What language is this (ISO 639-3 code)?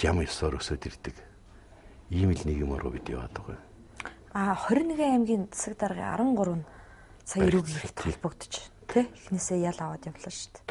mon